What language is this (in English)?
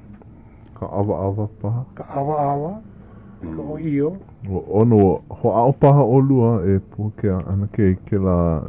Hawaiian